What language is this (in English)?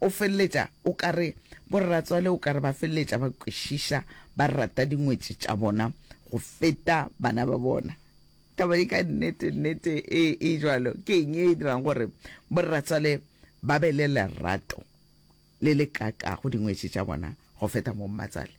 Northern Sotho